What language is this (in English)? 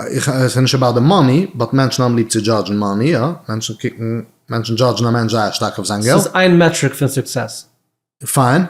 Yiddish